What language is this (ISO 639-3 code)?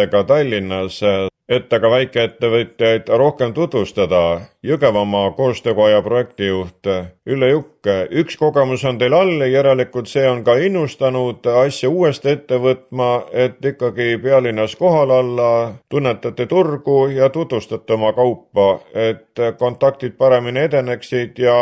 est